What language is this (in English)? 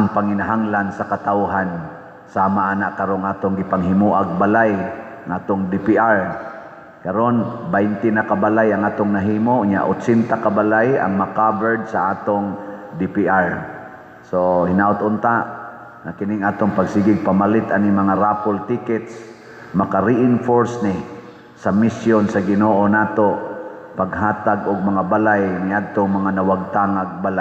Cebuano